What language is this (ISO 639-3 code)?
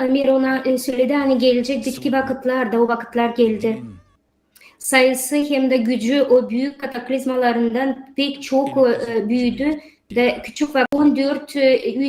gag